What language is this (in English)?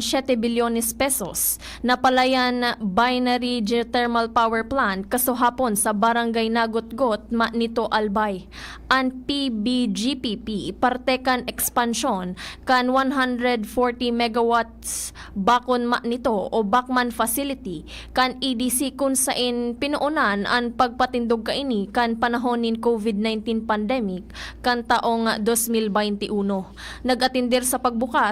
Bikol